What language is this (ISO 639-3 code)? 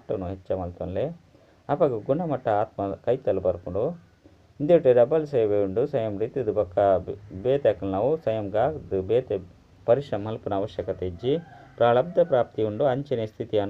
tcy